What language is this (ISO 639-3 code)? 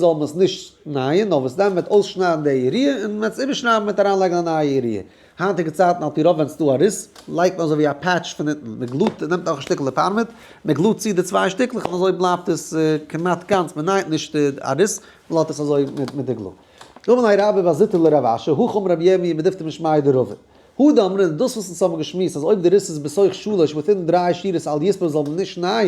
yid